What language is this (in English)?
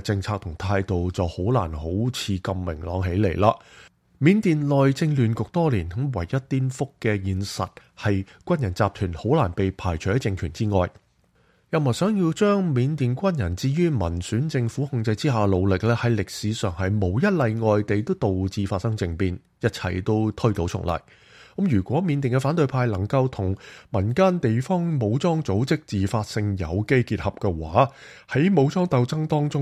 Cantonese